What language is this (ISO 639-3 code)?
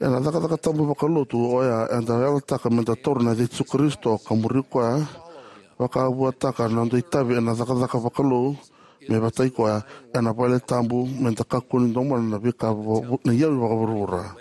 fij